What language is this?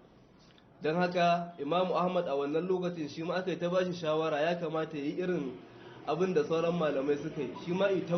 Hausa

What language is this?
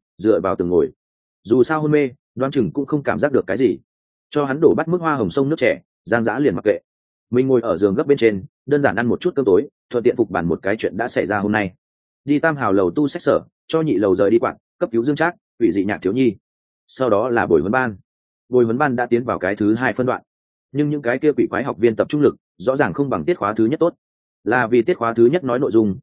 Vietnamese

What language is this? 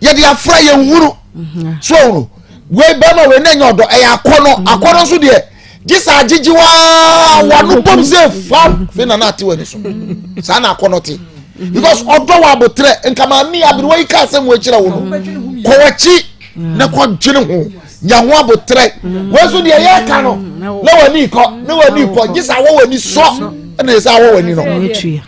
Akan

